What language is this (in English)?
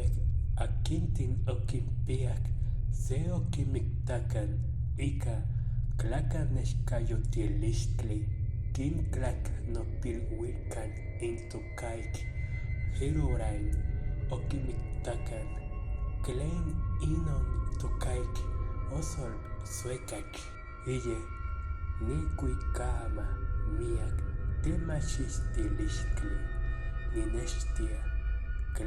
Nahuatl languages